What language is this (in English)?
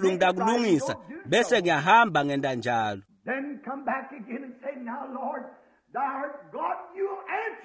Swati